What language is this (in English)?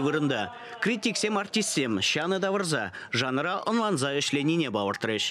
Chuvash